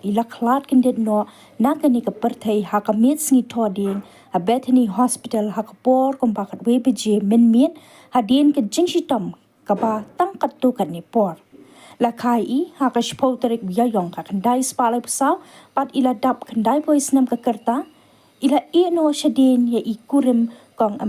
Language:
Khasi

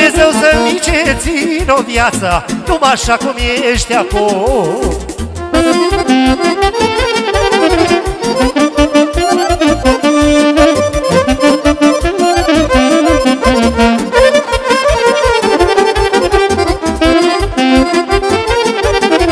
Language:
Romanian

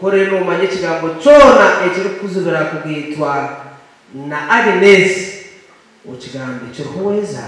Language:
Nyankole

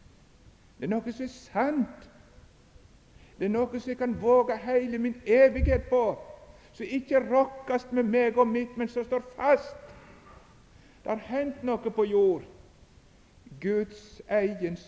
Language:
Norwegian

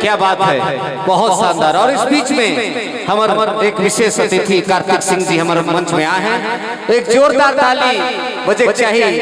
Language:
Sadri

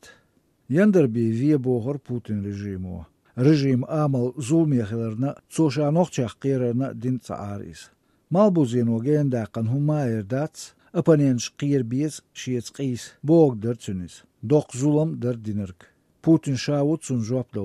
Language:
Chechen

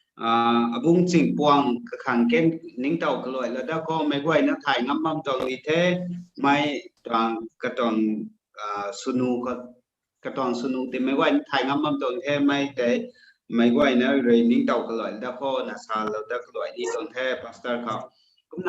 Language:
Rongmei Naga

